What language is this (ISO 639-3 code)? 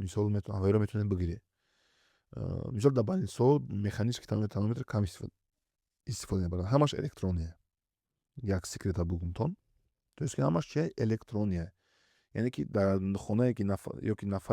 tgk